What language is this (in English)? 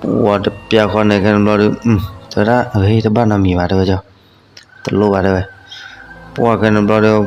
S'gaw Karen